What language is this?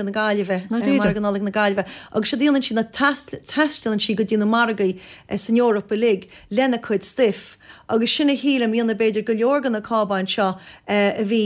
Irish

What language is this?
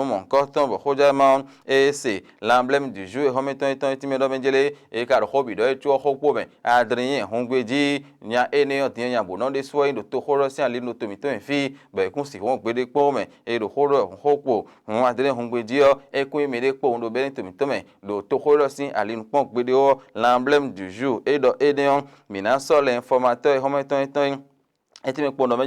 Fon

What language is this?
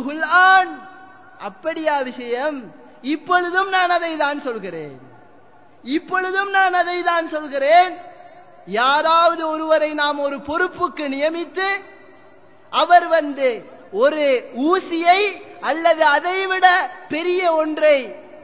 Tamil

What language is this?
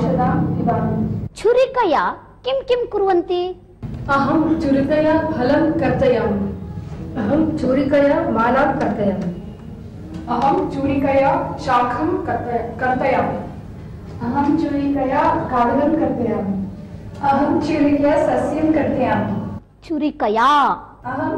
Sanskrit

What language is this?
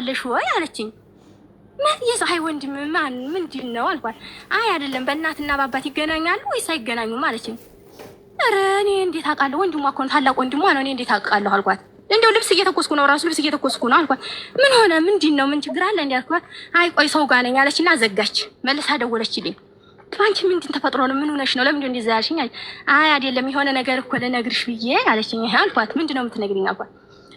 Amharic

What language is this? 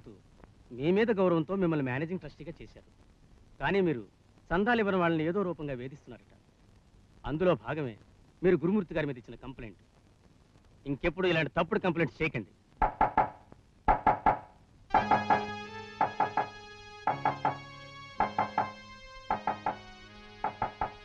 Telugu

